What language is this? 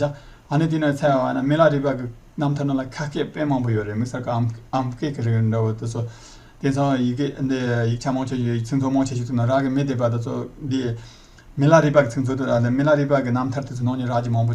Tibetan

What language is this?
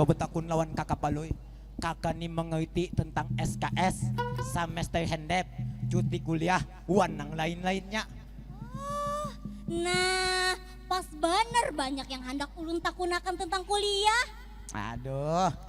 Banjar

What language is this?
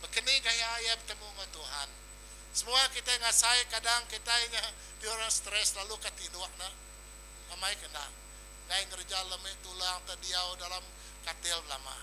Iban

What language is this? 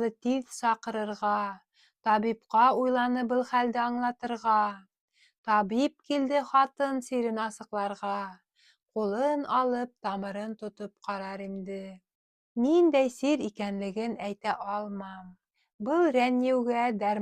Bashkir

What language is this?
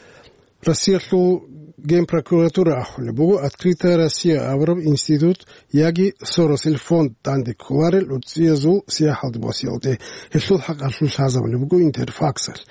Avaric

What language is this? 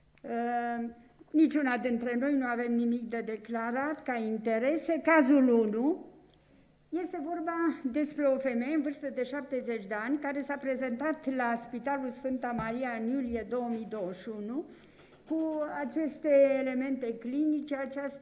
Romanian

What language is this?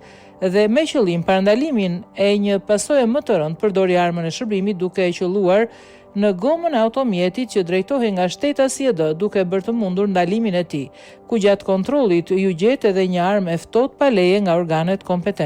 Albanian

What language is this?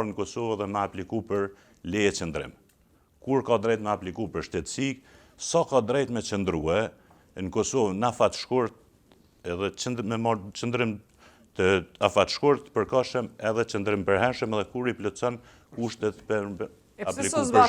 Albanian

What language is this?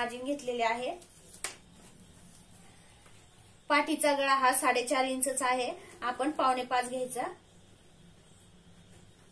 Marathi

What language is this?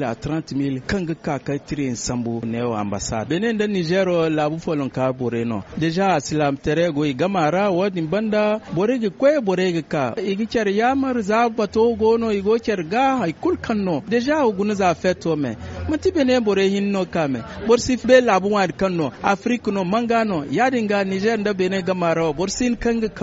Zarma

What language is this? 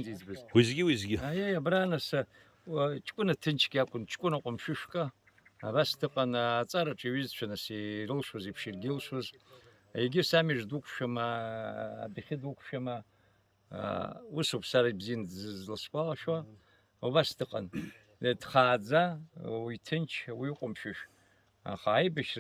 Abkhazian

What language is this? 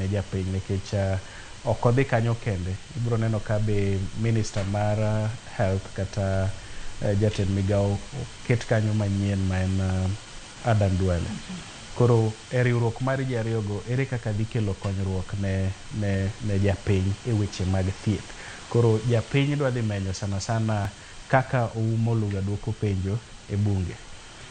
Luo (Kenya and Tanzania)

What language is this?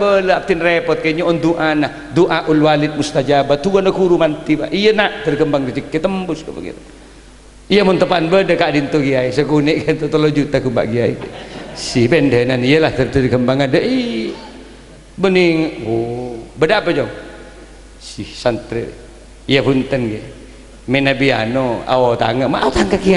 Madurese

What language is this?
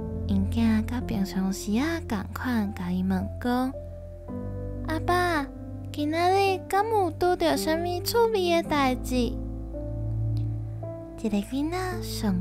Min Nan Chinese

